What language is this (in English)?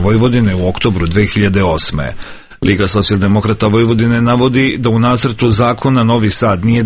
Serbian